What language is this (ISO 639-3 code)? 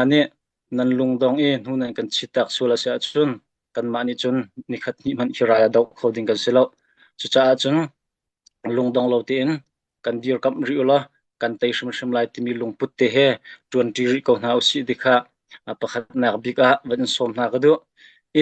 cnh